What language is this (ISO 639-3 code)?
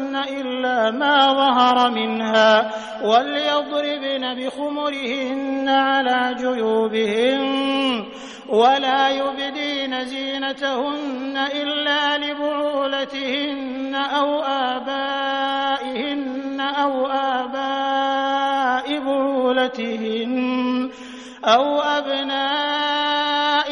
ara